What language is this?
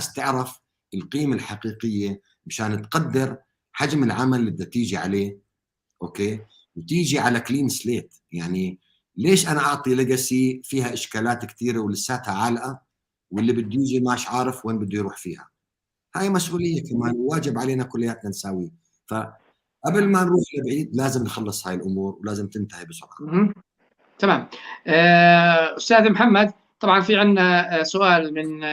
North Levantine Arabic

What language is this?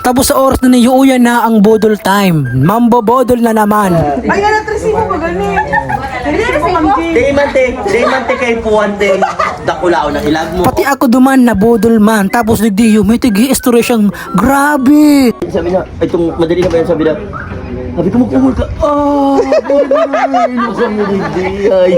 Bikol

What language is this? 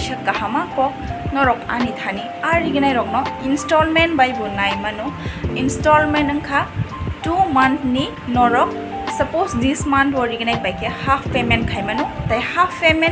Kok Borok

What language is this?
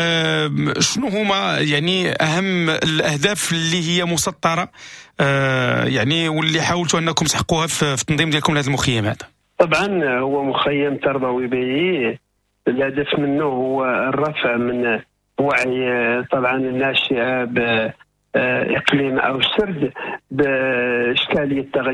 Moroccan Arabic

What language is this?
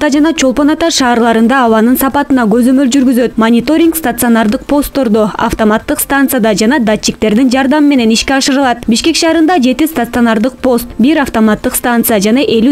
Kyrgyz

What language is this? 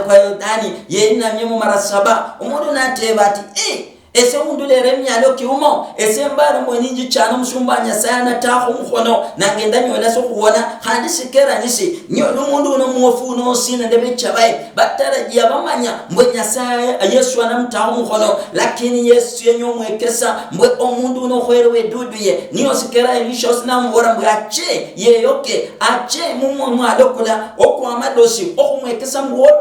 Luyia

